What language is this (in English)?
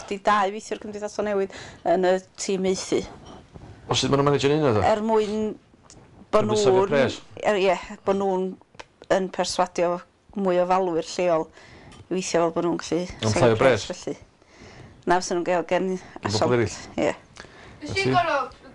Welsh